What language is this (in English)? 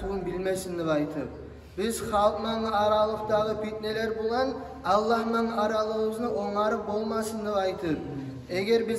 Kumyk